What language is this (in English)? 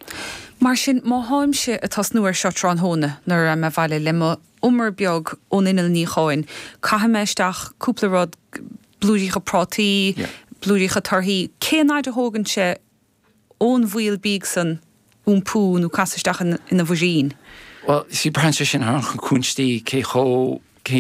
Irish